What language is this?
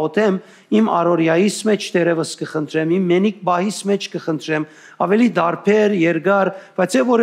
Western Armenian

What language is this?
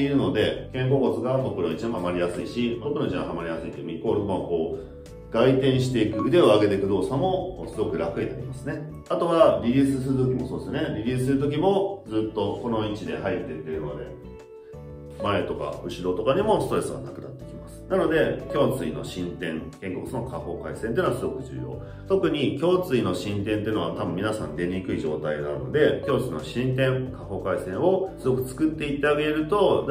Japanese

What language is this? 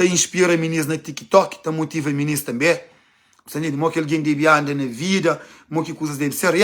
Kabuverdianu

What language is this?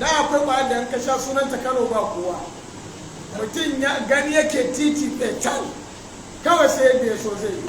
Hausa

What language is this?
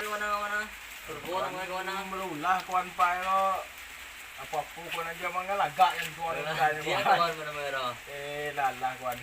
Minangkabau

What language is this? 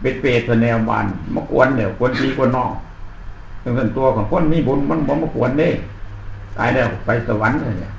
Northeastern Thai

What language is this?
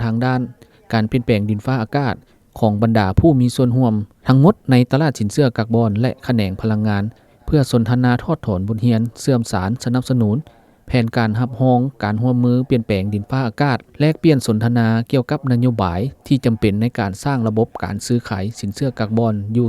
Lao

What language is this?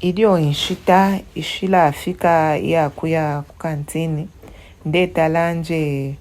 Bemba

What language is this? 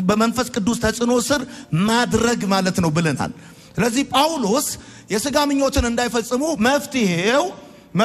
Amharic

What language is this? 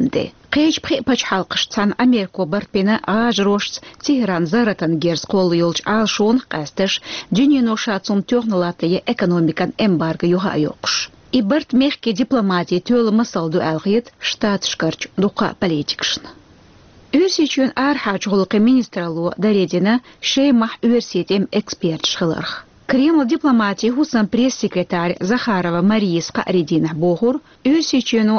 Chechen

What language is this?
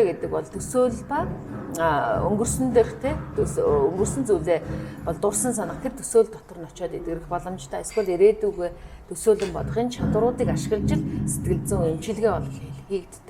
Mongolian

